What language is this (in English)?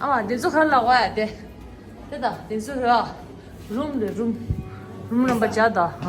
Tibetan